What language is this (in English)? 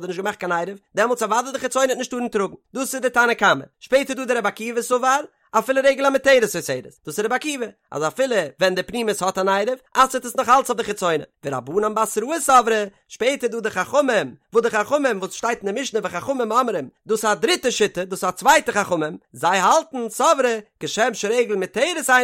Yiddish